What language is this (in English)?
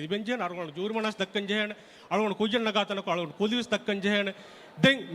Divehi